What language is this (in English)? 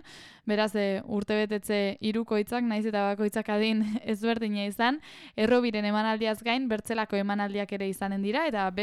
Basque